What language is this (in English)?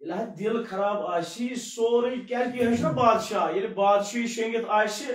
Kashmiri